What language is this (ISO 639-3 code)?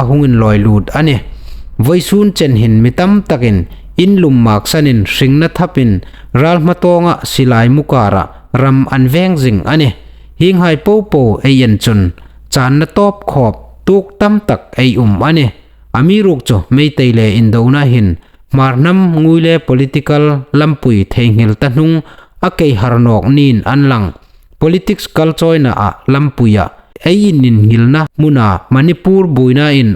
hmr